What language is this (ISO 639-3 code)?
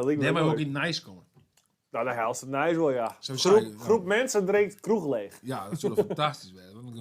fry